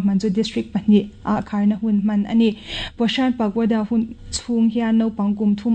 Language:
Mizo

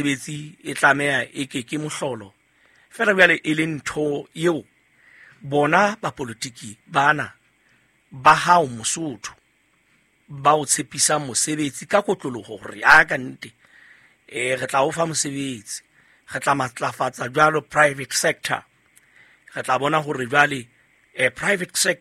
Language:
Southern Sotho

